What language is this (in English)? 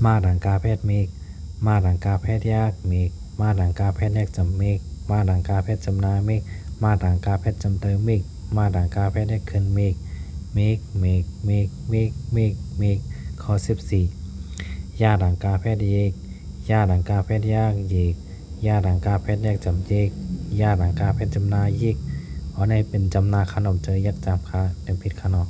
Shan